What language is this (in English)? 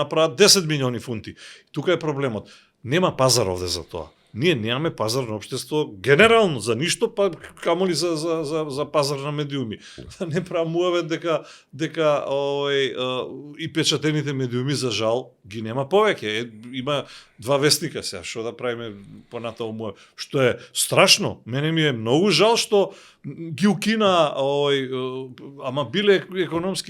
Macedonian